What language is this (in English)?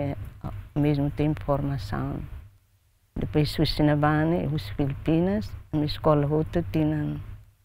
Tetum